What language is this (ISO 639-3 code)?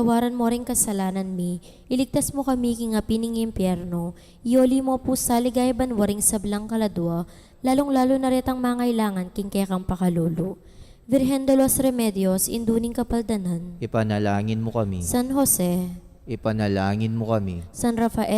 pam